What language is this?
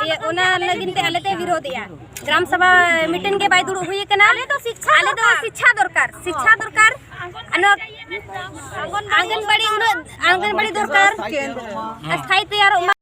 Santali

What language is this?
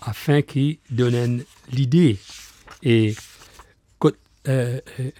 Morisyen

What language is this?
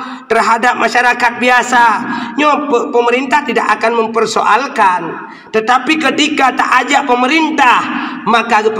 Achinese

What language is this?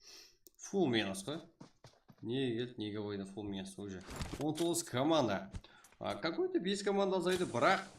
Kara-Kalpak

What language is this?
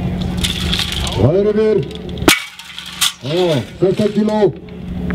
Icelandic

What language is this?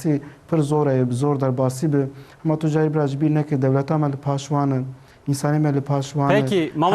Kurdish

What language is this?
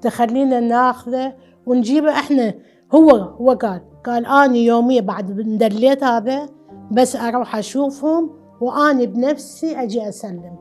Mesopotamian Arabic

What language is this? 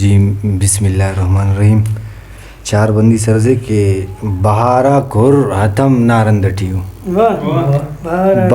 Brahui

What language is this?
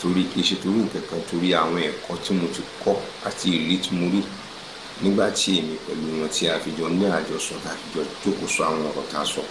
Yoruba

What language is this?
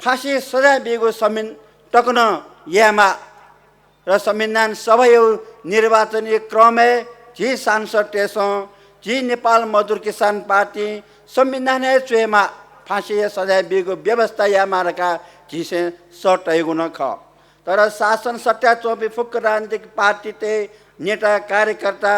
Newari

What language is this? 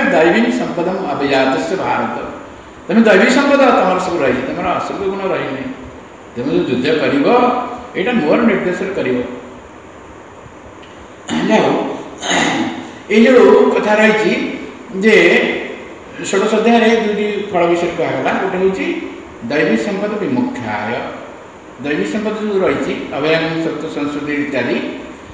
Odia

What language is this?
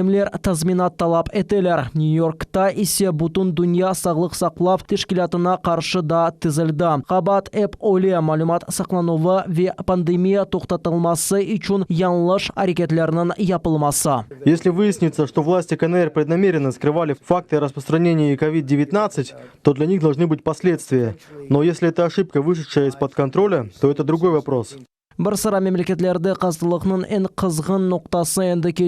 Crimean Tatar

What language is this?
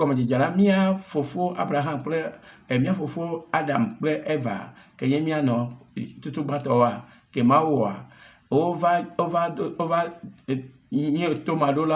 Ewe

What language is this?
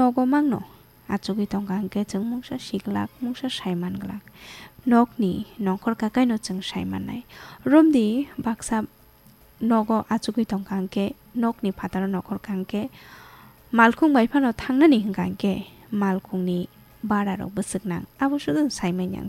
Kok Borok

